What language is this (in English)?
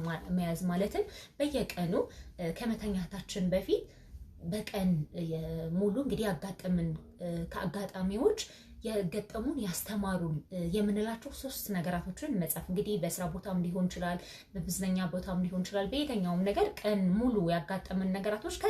Amharic